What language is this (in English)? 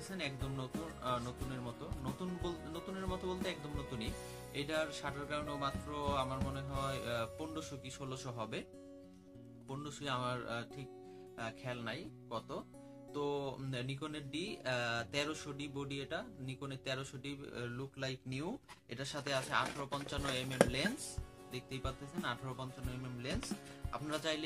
Bangla